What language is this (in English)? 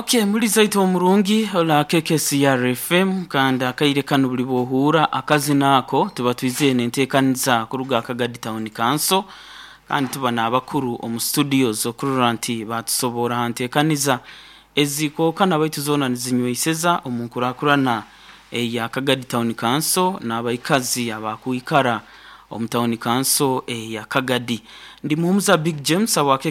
Nyoro